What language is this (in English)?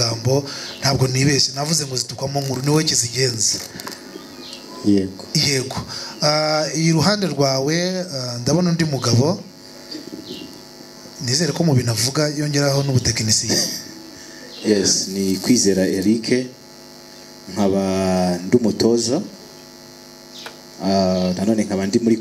Kinyarwanda